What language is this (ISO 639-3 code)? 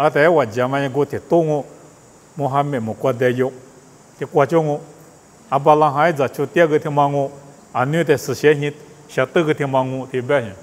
lis